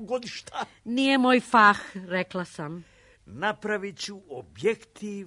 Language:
Serbian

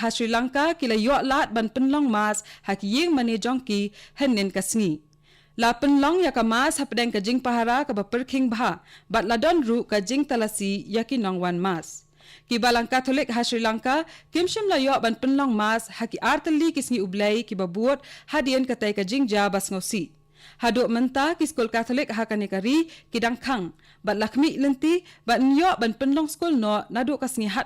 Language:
Khasi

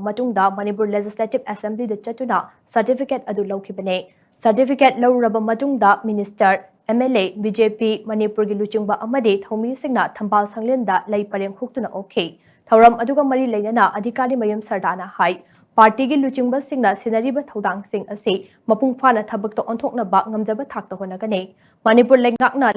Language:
Manipuri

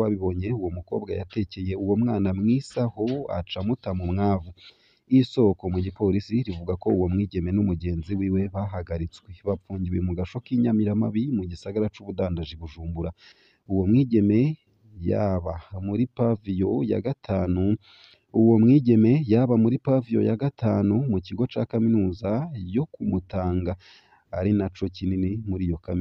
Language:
Rundi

